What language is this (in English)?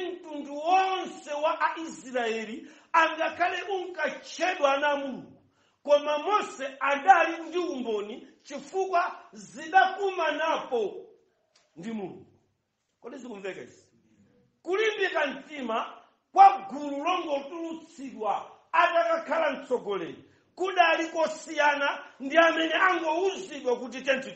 Nyanja